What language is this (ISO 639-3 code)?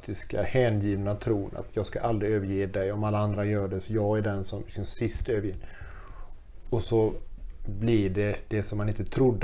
swe